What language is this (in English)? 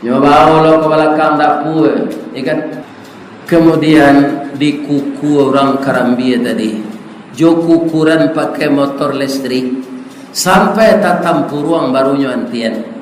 Minangkabau